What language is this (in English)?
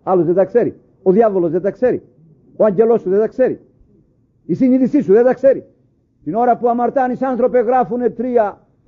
Greek